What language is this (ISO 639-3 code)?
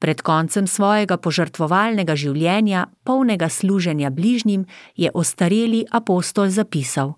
slv